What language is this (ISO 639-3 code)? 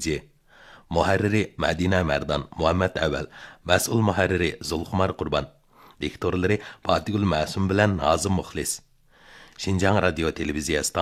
uig